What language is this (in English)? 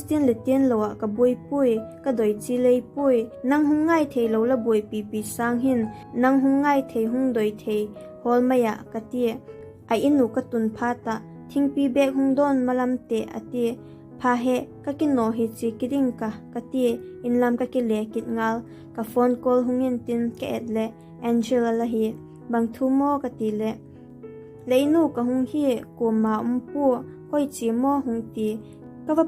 Vaiphei